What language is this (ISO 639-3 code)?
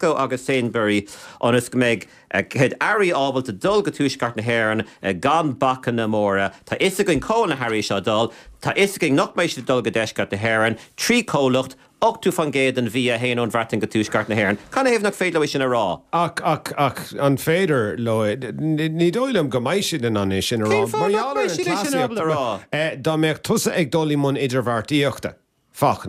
gle